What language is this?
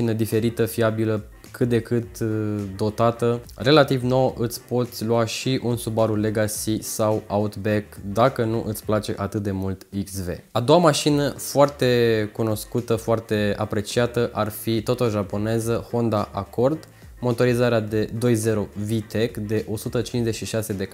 Romanian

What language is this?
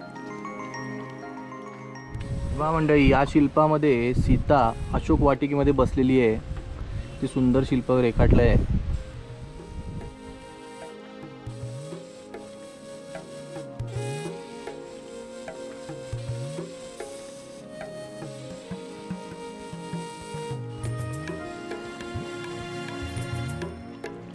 Marathi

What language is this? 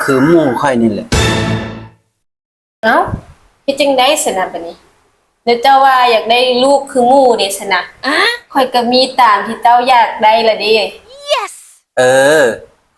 Lao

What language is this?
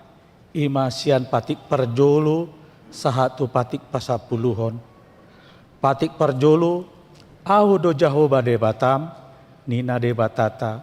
Batak Toba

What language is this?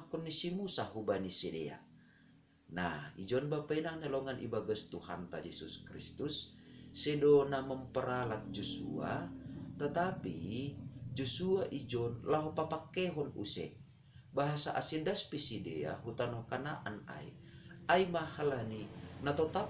Batak Simalungun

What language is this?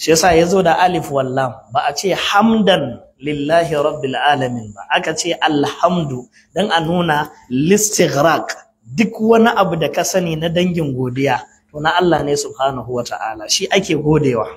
Hausa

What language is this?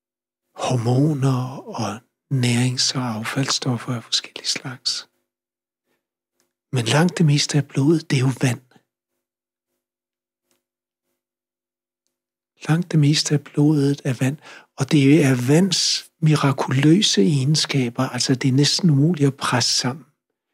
Danish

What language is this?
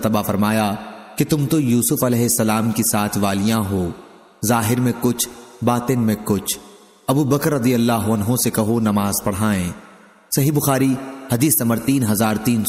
Urdu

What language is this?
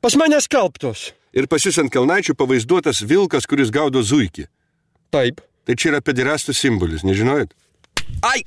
Lithuanian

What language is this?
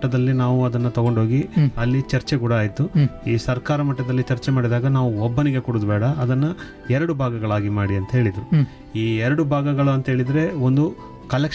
Kannada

